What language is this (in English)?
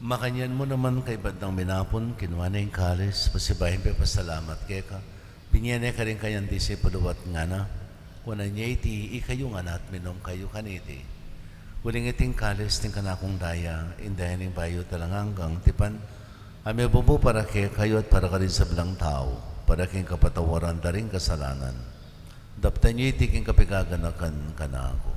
Pampanga